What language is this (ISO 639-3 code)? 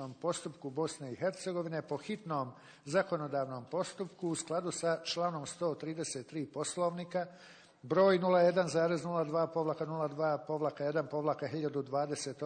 bos